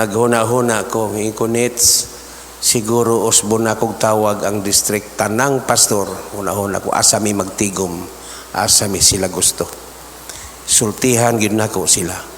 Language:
Cebuano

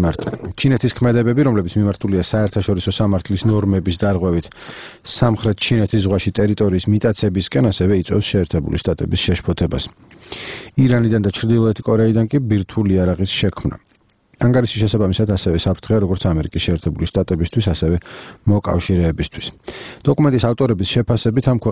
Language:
Georgian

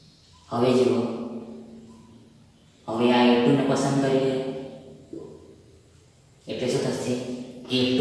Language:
Gujarati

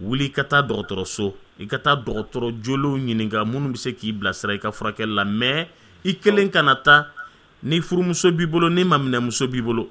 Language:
Dyula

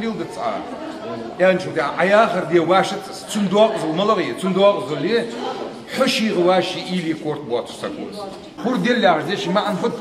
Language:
Ingush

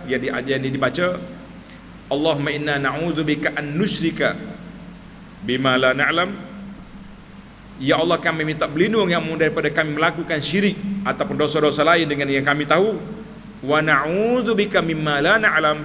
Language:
Malay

